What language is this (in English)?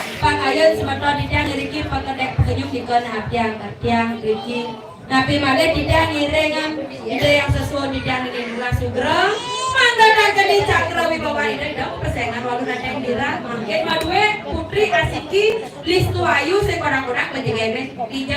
Balinese